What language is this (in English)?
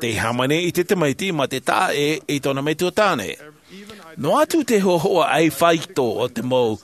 Tahitian